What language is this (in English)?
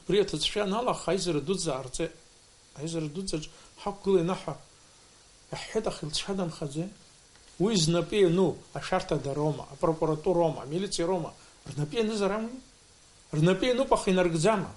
Abkhazian